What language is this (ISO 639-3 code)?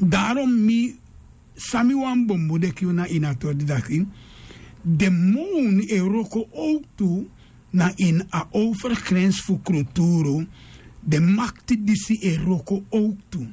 srn